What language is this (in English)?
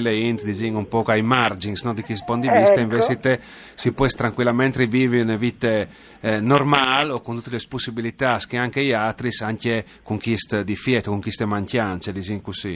Friulian